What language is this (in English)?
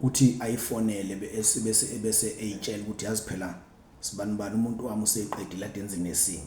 Zulu